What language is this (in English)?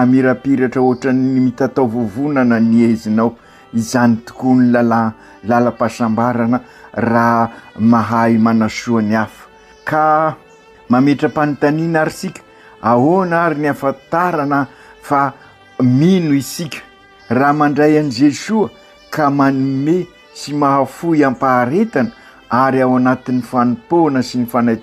Malagasy